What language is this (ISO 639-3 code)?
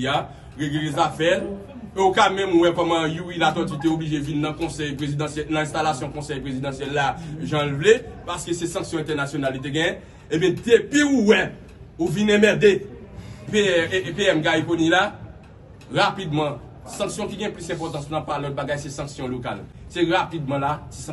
hat